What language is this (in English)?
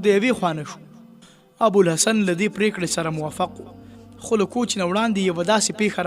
Pashto